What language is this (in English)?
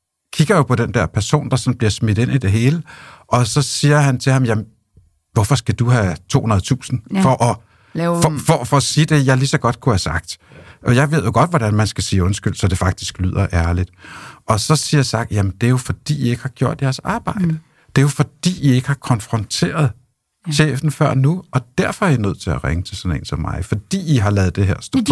Danish